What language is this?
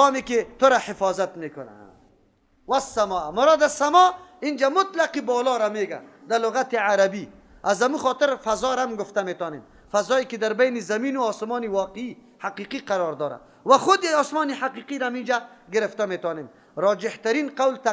Persian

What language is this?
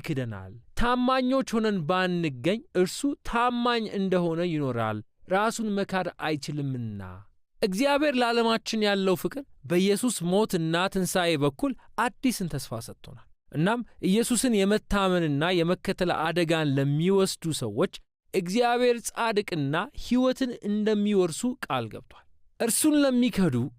Amharic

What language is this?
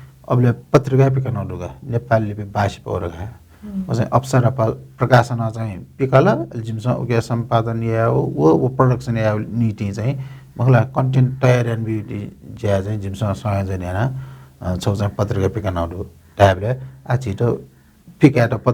Newari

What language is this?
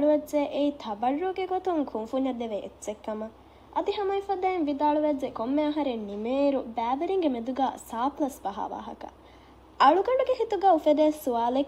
Divehi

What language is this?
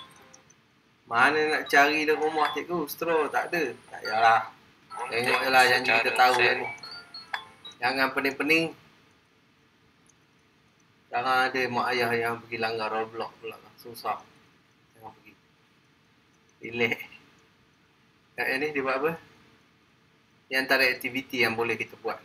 Malay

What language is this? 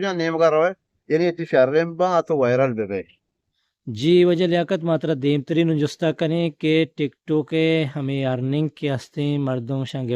Eastern Balochi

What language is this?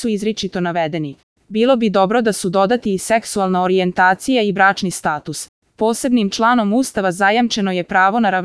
Serbian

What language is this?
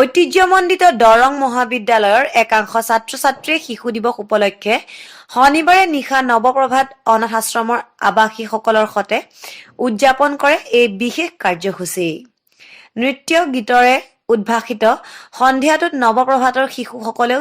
Assamese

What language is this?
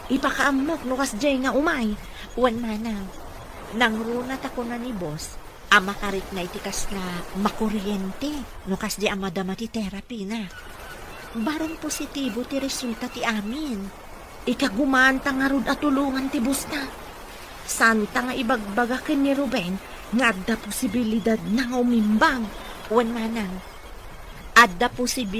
Iloko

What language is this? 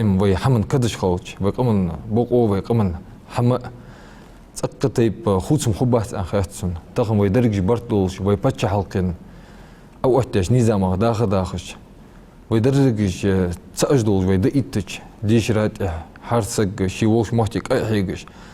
Ingush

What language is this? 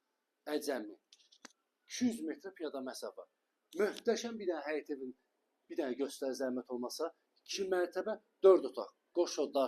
Azerbaijani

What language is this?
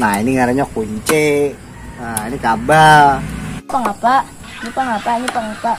Banjar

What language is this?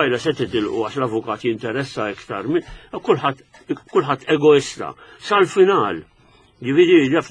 Maltese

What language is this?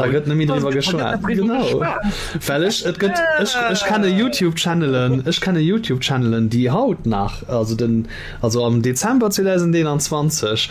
Luxembourgish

